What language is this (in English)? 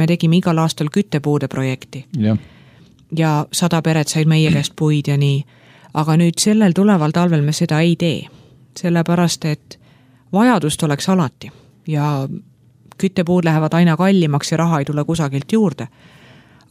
Estonian